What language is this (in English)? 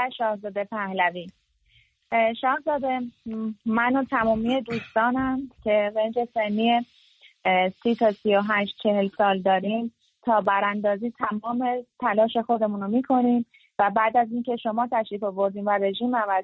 Persian